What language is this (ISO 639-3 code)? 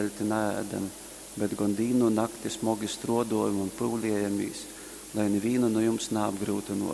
ltg